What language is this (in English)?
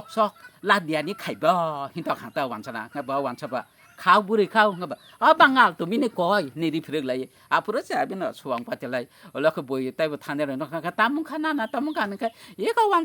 Kok Borok